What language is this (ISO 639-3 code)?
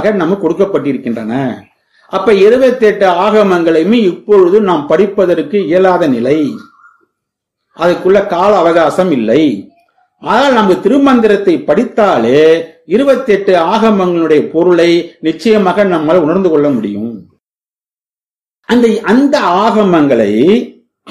tam